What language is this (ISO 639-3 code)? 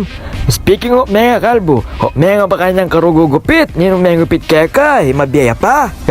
pam